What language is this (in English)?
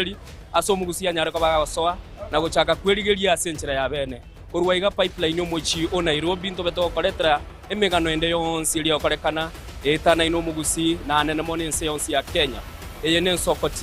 Gusii